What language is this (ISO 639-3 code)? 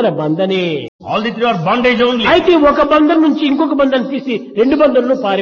tel